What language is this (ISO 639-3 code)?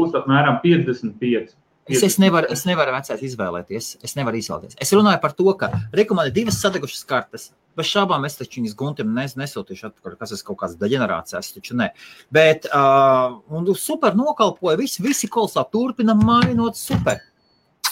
lav